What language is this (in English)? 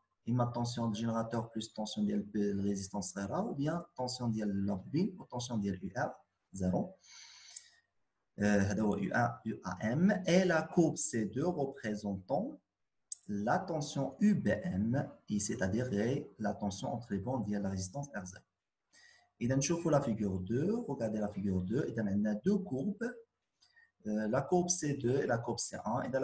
Moroccan Arabic